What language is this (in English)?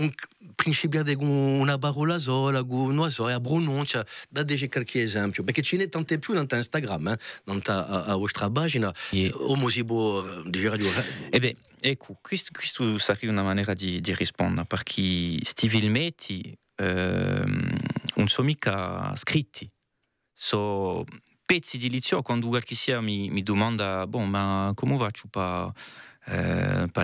Corsican